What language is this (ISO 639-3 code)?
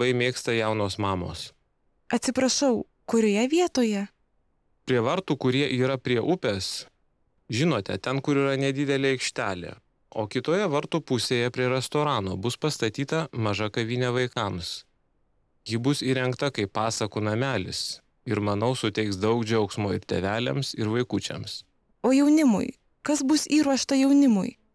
lit